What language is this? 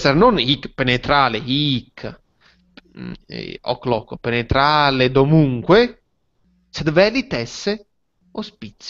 Latin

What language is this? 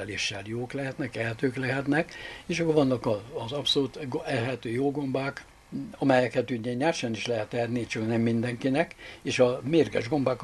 Hungarian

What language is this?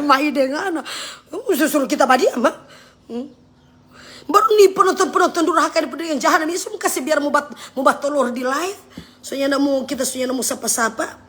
Manado Malay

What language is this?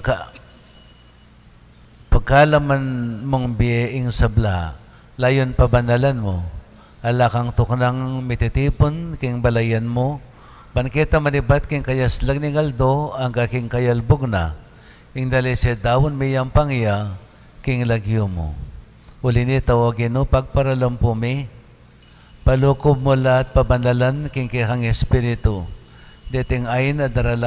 Pampanga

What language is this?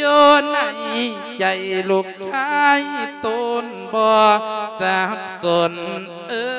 Lao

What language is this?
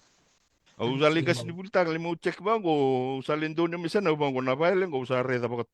Fijian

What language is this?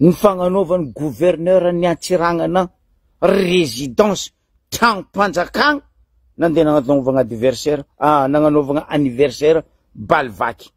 Malagasy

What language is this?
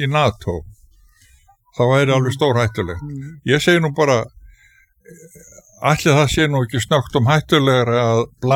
Icelandic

